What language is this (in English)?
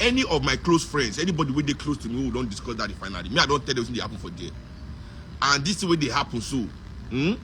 Nigerian Pidgin